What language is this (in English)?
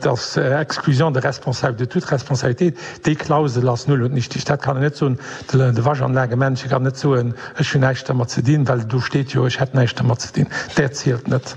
Luxembourgish